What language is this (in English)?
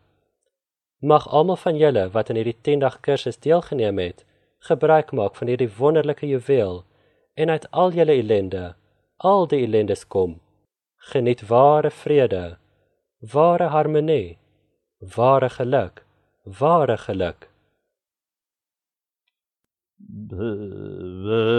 Afrikaans